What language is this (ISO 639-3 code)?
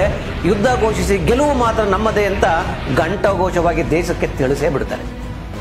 kan